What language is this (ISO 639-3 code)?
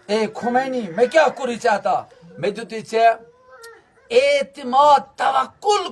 kas